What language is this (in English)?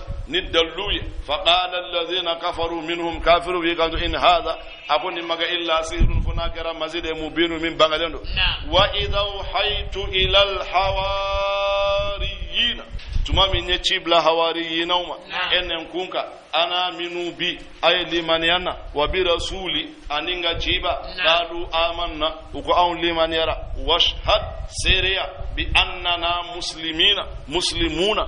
Bambara